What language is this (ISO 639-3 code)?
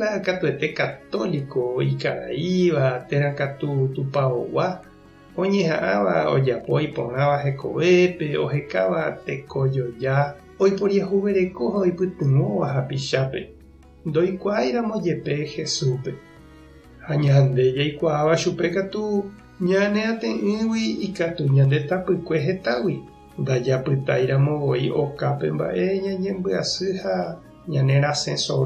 grn